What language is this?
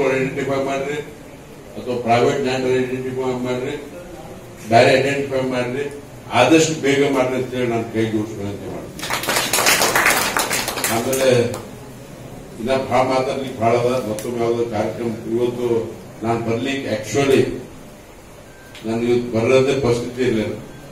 Kannada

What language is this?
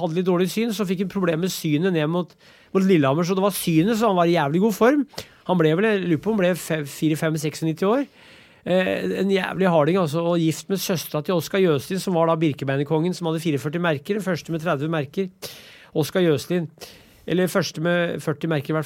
Norwegian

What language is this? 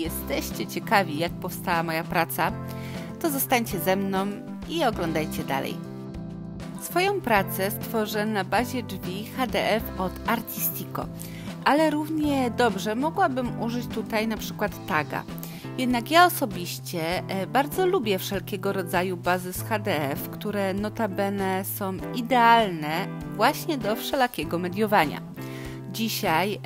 Polish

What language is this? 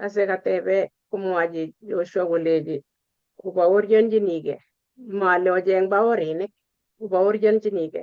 Kalenjin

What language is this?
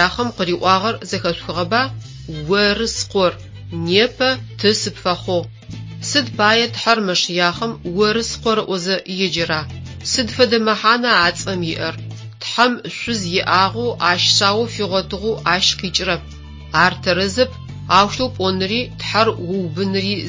Adyghe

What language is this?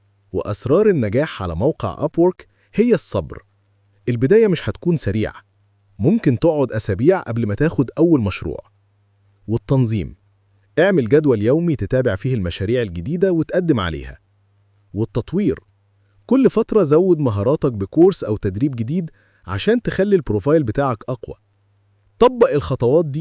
Egyptian Arabic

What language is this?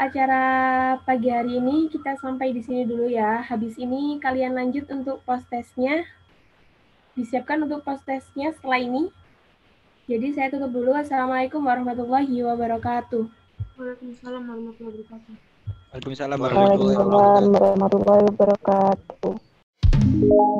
Indonesian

